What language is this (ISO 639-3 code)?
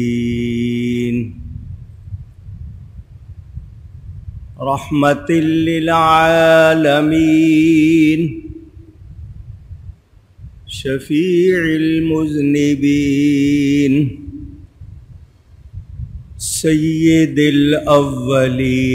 urd